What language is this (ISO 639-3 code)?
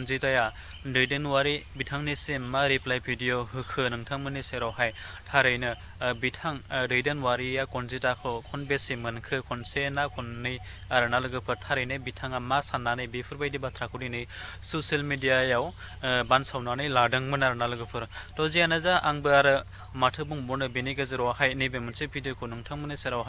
brx